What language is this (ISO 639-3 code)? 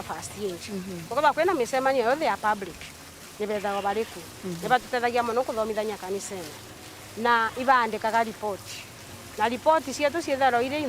mer